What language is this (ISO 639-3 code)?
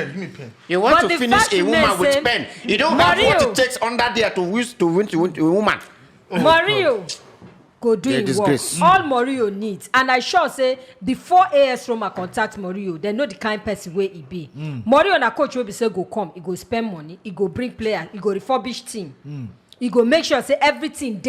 pcm